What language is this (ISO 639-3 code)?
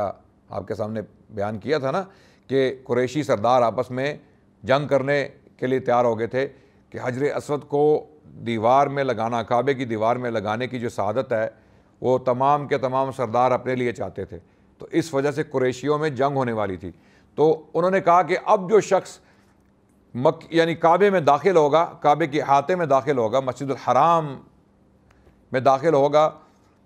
urd